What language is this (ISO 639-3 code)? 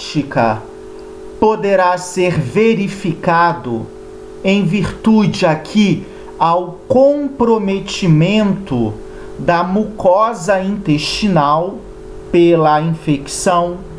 por